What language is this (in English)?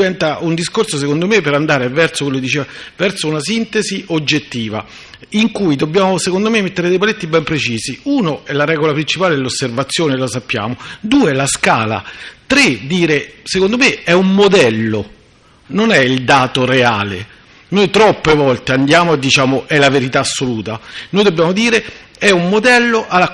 Italian